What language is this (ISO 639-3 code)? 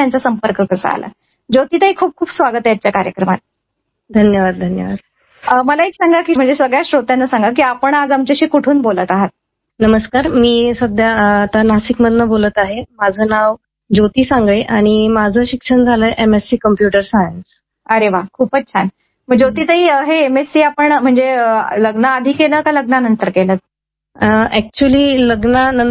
mar